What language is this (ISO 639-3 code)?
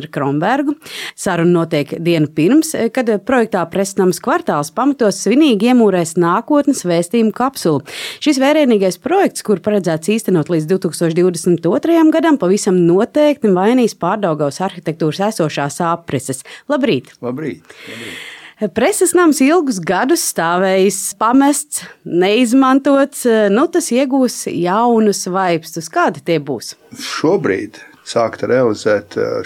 lav